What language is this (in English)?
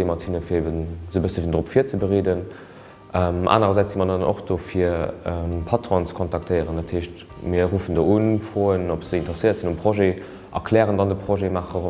Luxembourgish